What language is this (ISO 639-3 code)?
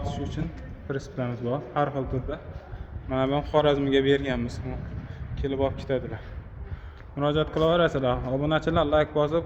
uzb